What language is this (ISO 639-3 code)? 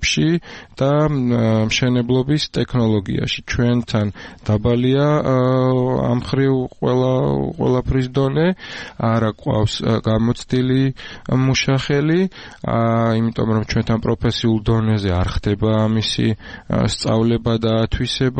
kat